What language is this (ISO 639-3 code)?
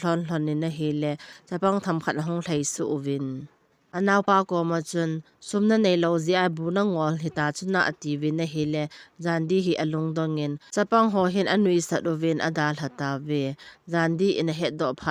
tcz